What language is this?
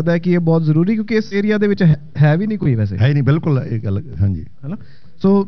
Punjabi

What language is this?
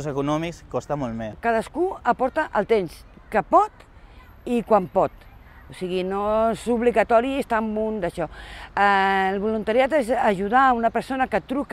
Catalan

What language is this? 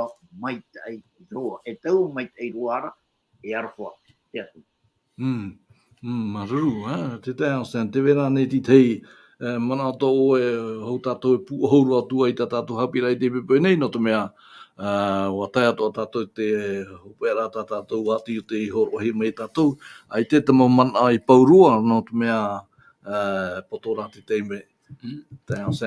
Tahitian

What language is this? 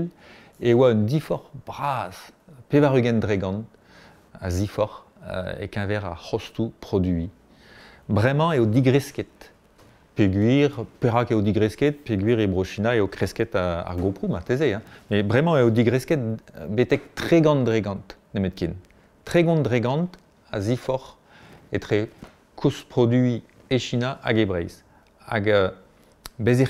Breton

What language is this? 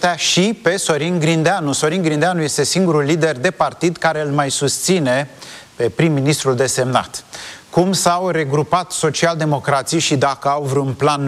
Romanian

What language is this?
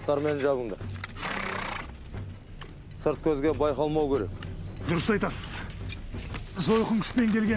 Kazakh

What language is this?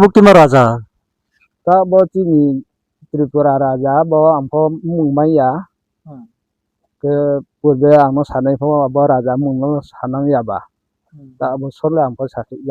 Riang (India)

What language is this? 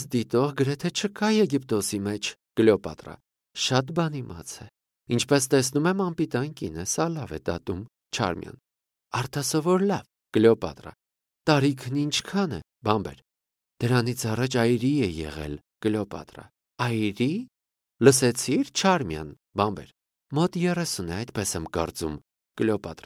Armenian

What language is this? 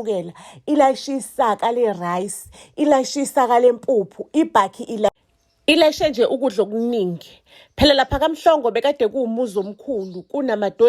Zulu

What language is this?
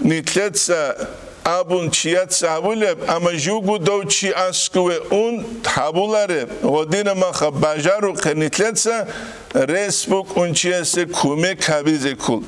Avaric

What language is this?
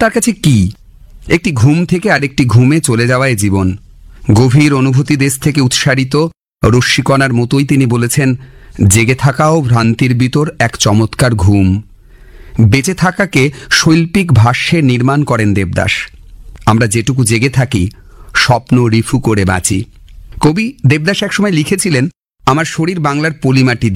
Bangla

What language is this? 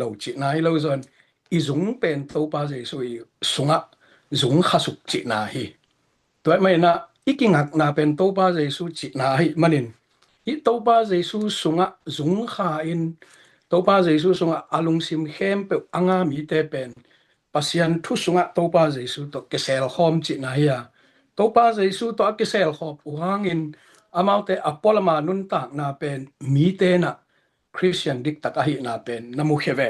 Tedim Chin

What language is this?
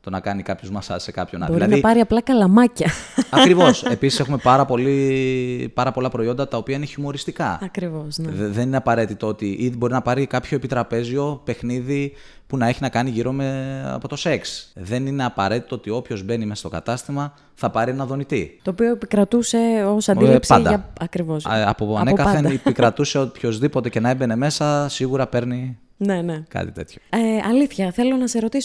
Greek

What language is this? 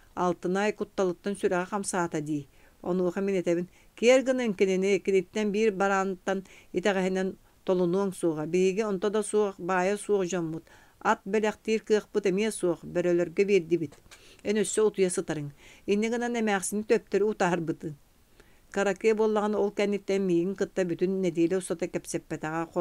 Yakut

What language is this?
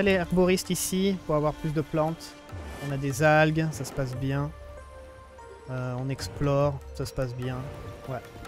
French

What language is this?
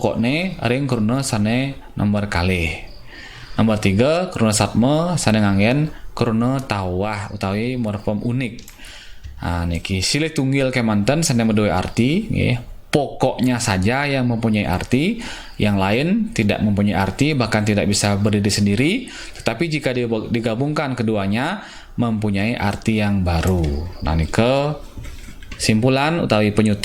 Balinese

